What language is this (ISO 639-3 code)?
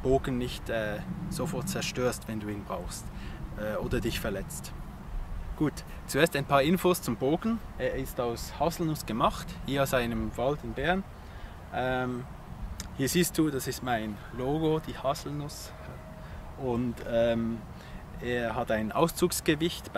deu